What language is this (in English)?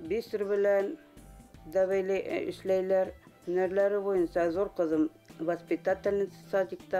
Bashkir